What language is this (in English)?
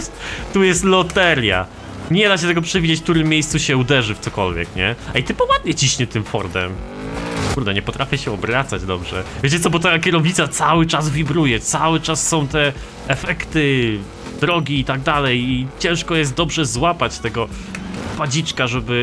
Polish